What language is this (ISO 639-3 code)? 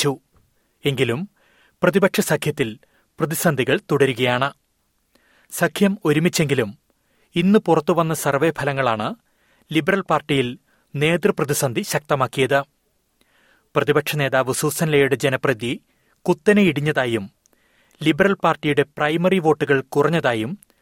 mal